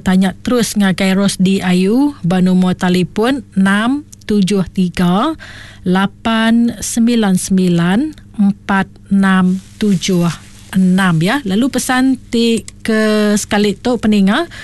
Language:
Iban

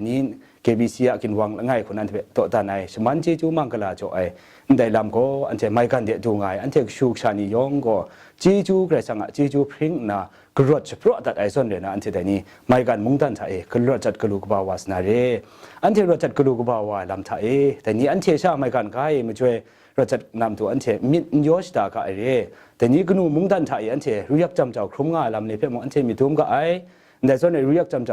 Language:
Kachin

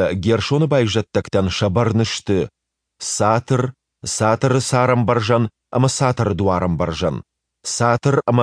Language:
Ossetic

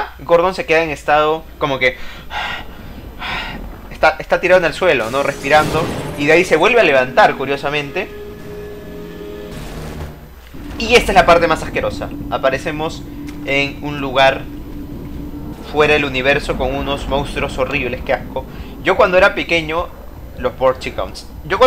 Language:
Spanish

